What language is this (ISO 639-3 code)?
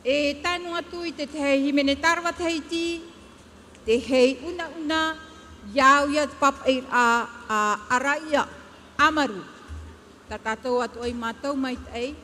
tah